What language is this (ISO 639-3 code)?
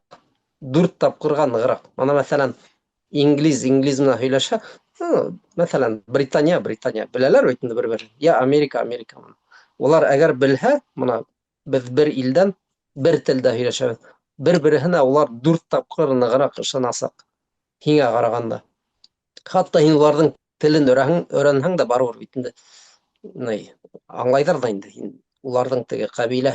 bak